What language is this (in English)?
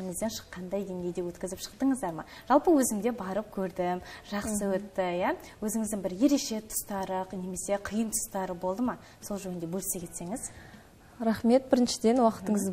Kazakh